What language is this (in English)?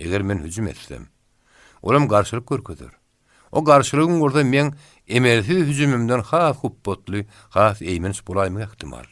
Turkmen